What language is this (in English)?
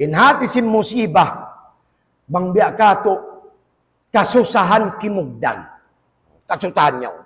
Tausug